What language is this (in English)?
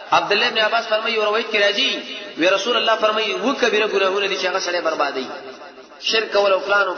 Pashto